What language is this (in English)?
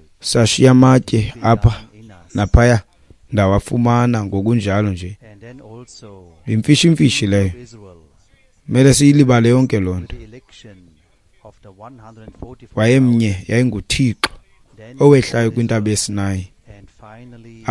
Xhosa